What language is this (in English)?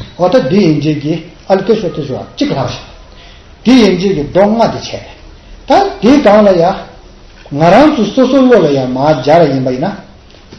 Tibetan